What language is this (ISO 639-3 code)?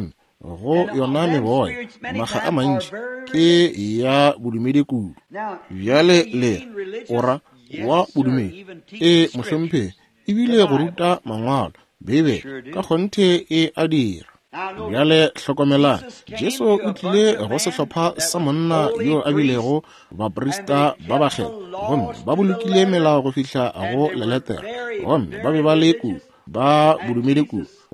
nso